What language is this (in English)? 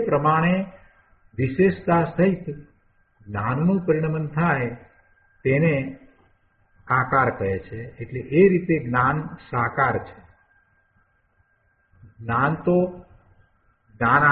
Gujarati